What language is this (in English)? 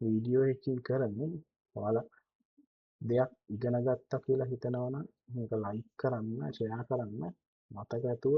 Sinhala